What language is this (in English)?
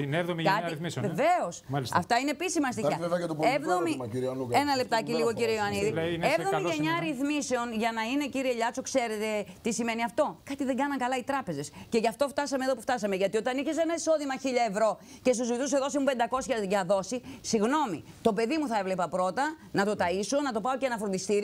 Greek